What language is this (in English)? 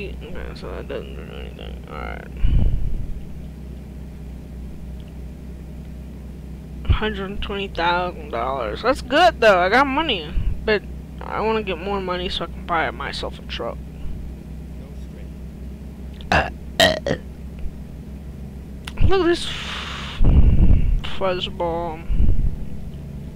English